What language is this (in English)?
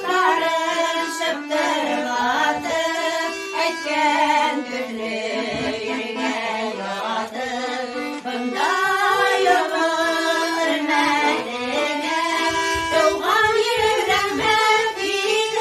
Bashkir